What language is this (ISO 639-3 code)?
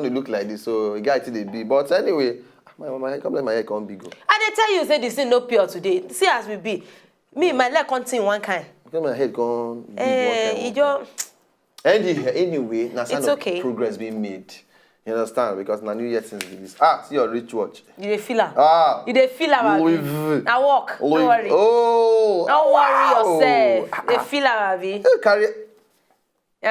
pcm